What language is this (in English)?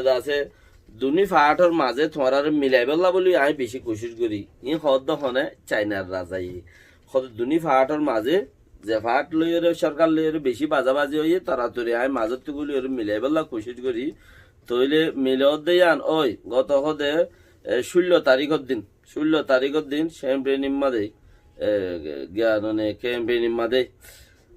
Rohingya